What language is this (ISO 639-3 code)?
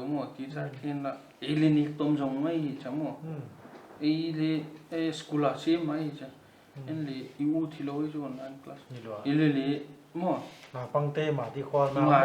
pck